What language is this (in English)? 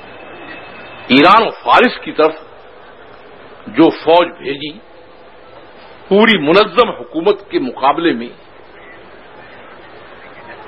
Urdu